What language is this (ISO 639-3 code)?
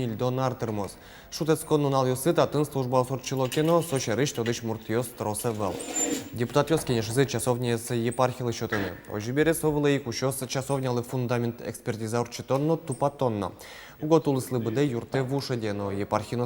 udm